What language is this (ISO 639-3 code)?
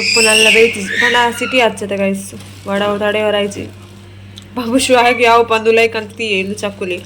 tcy